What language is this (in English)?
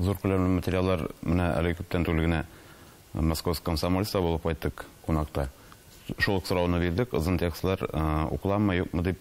Tatar